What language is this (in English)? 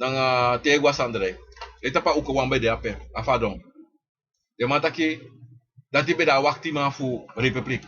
Sranan Tongo